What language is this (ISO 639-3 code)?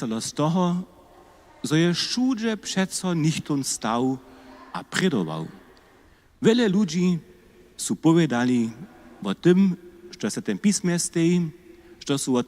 hsb